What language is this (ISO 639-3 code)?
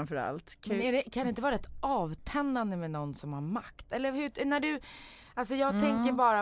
swe